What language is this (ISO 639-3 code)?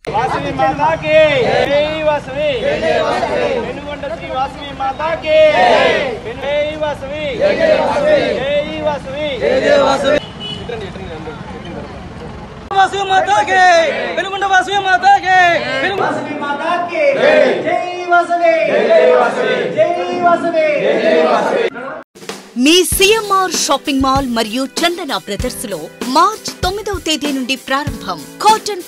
tel